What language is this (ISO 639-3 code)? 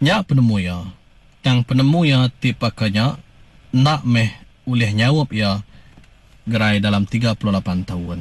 iba